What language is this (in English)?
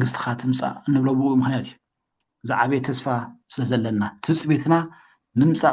Tigrinya